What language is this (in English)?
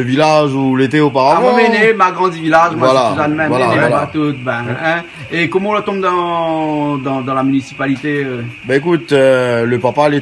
Réunion Creole French